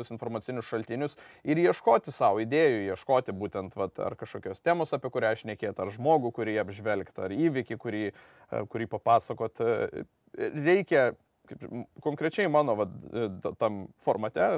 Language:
Lithuanian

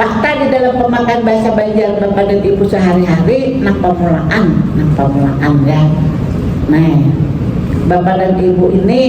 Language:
Banjar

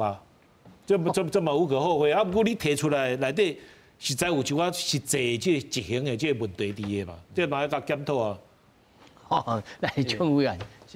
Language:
Min Nan Chinese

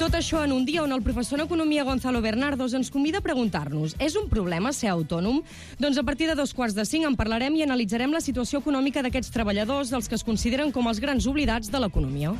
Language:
Catalan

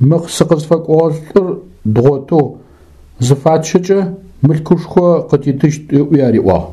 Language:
Adyghe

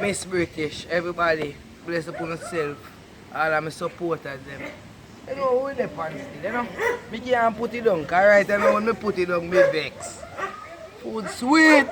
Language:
Jamaican Creole English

